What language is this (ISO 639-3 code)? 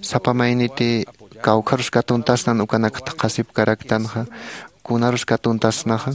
aym